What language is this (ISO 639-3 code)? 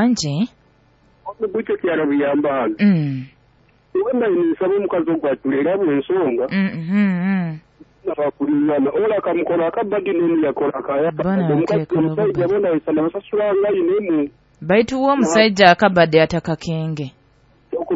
nyo